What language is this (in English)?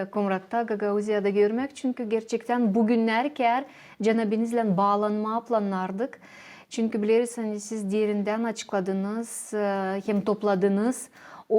Gagauz